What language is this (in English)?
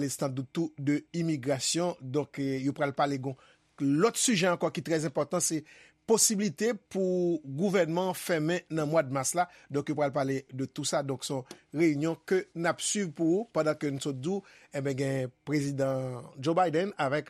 Haitian Creole